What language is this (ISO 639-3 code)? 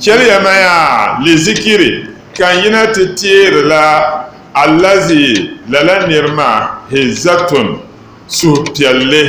dag